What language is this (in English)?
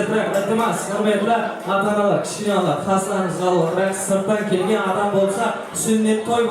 Kara-Kalpak